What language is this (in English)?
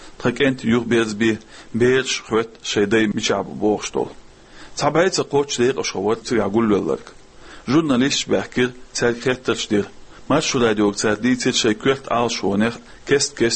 Chechen